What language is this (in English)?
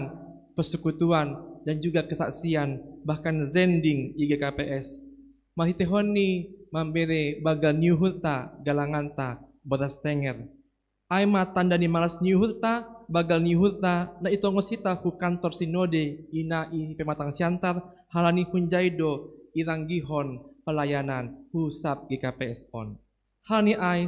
Batak Simalungun